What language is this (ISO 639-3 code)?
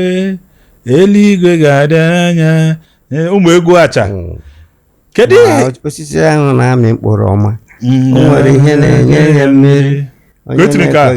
ibo